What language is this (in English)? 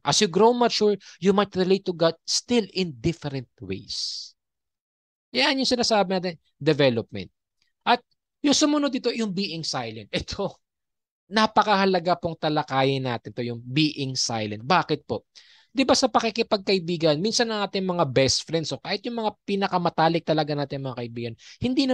Filipino